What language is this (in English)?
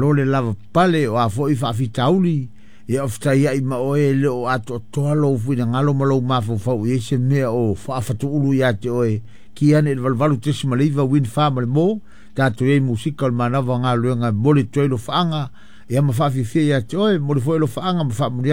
Samoan